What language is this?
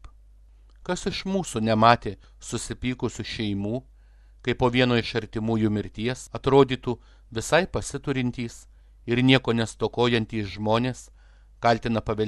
Lithuanian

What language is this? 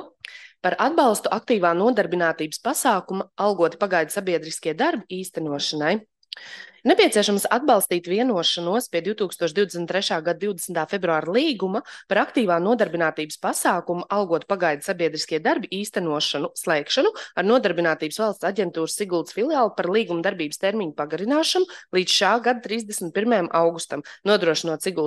Latvian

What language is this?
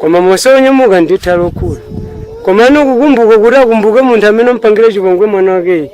Nyanja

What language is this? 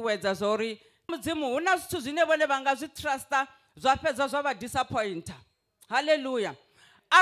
Venda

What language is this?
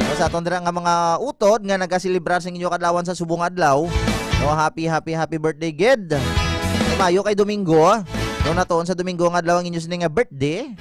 Hiligaynon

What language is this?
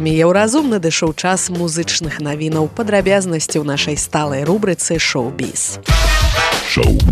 Belarusian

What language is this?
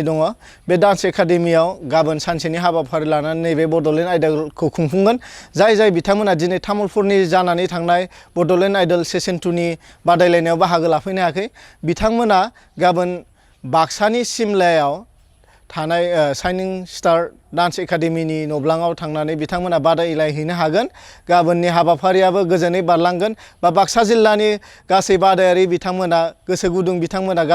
Bodo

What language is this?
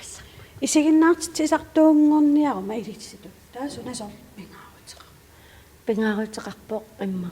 Kalaallisut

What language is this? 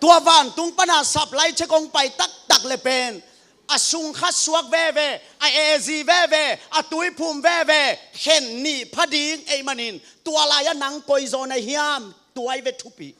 Tedim Chin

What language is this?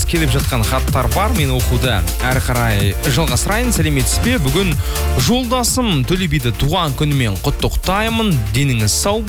Kazakh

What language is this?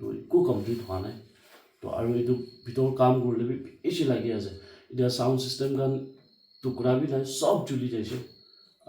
Naga Pidgin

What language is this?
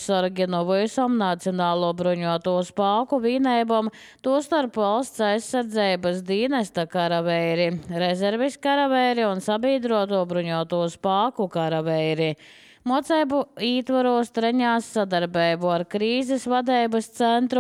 Latvian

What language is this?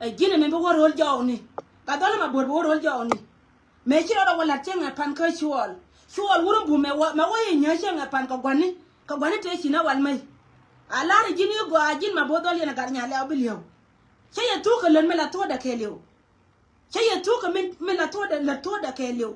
Nuer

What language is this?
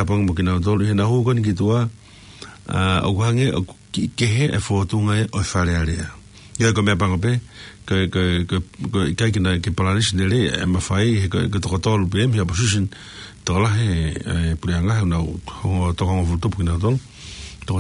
Tongan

